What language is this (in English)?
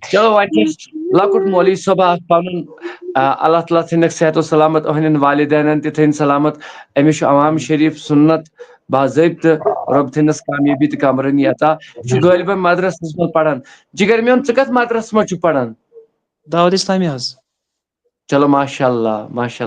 Kashmiri